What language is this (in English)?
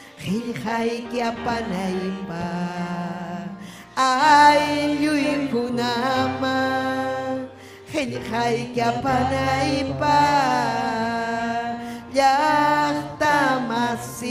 Ayacucho Quechua